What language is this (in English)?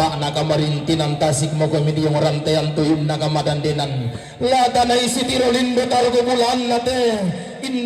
Toraja-Sa'dan